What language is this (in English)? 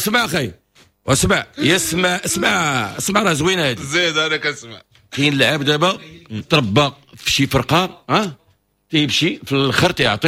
Moroccan Arabic